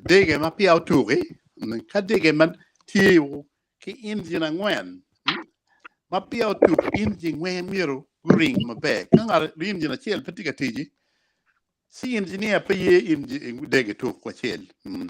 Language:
Acoli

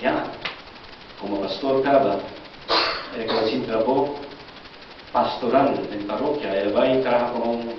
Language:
Papiamento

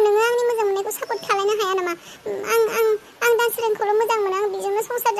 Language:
Bodo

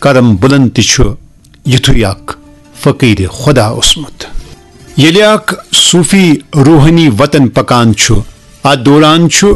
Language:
Kashmiri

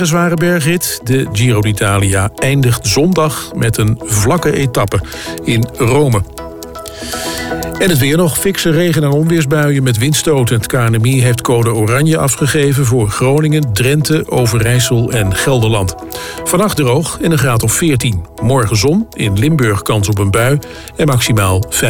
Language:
Dutch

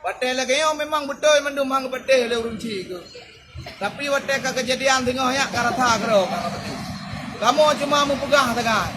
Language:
Achinese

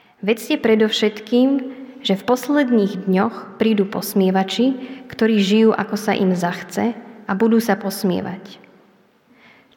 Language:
Slovak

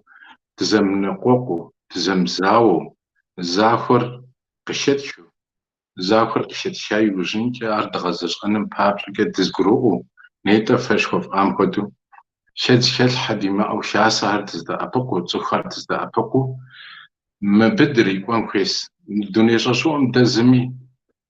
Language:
Kabardian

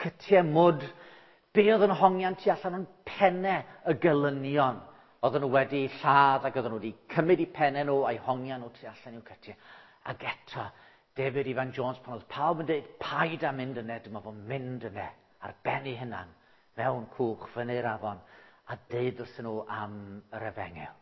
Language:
Welsh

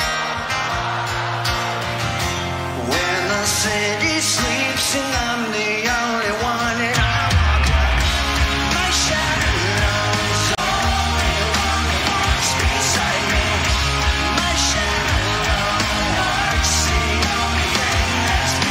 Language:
English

